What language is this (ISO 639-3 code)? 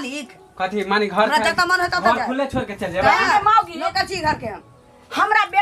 mai